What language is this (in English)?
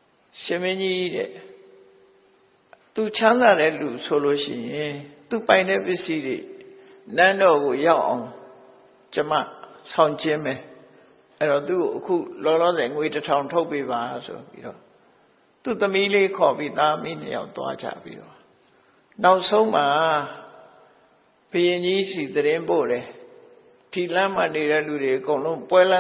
Burmese